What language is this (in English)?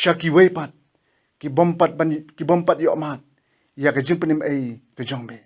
Khasi